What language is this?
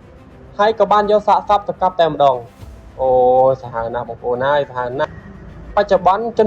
Khmer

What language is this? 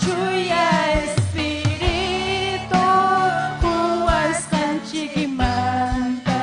Ayacucho Quechua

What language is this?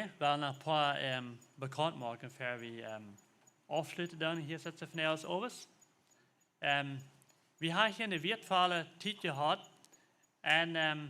Plautdietsch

